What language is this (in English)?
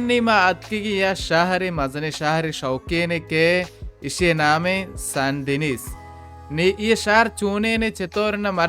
Baluchi